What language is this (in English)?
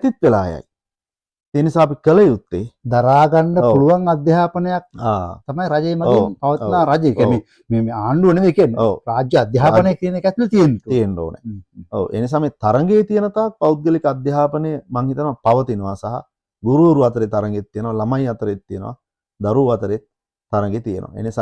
Sinhala